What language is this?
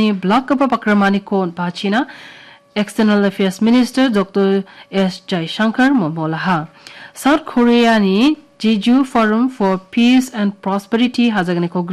Garo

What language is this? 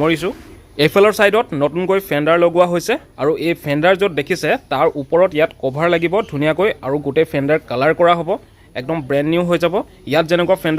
Assamese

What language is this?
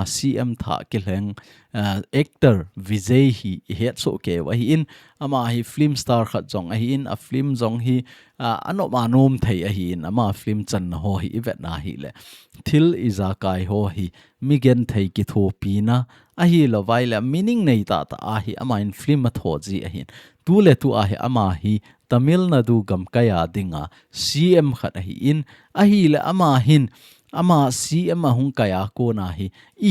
Thado Chin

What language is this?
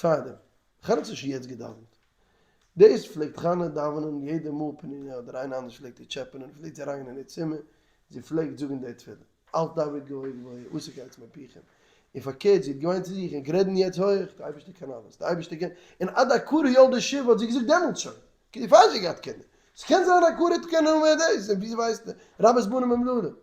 Yiddish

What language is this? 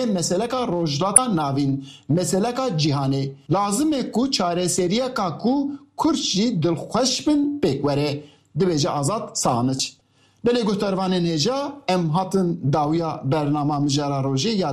Kurdish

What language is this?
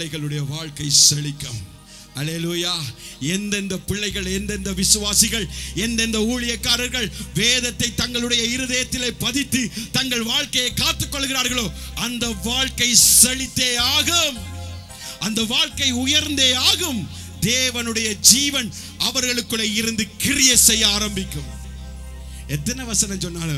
Tamil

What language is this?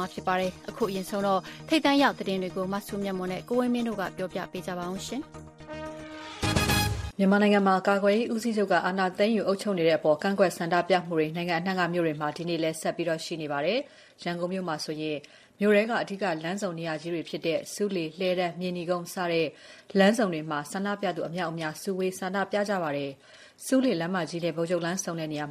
Burmese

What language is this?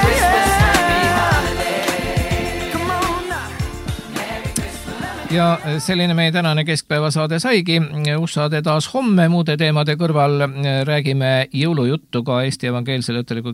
Estonian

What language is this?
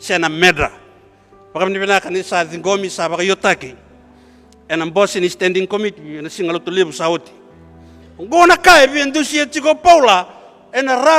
Fijian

